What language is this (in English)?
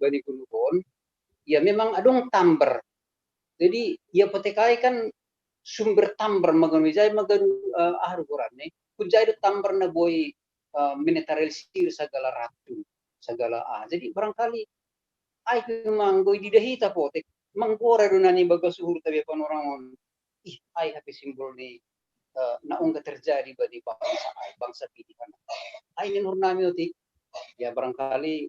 Batak Simalungun